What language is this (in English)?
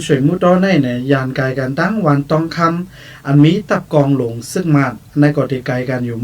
Shan